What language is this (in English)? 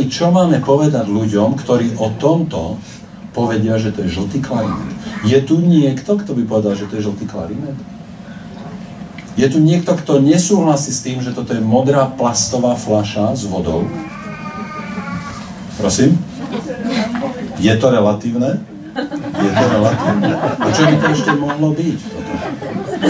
Slovak